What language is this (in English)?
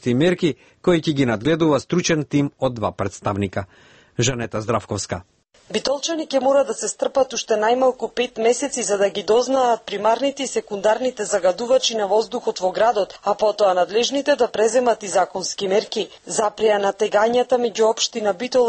Macedonian